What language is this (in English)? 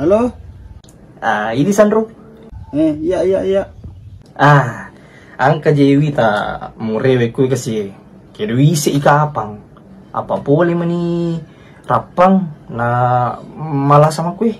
Buginese